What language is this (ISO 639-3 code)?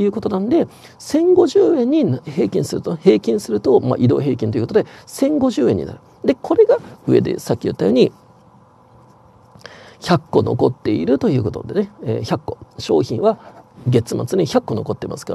jpn